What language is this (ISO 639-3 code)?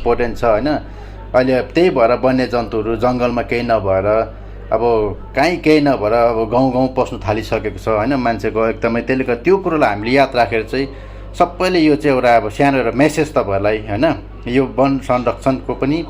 nep